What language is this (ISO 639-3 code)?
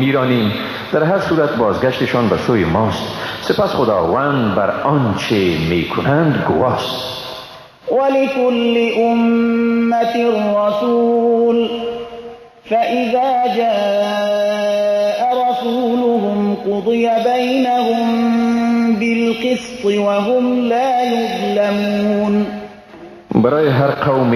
fas